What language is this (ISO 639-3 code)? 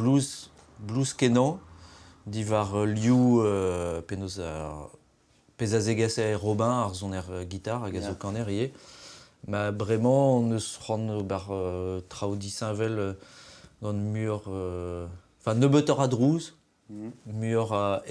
bre